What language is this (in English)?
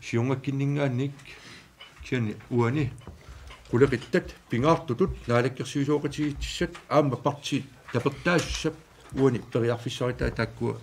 Kalaallisut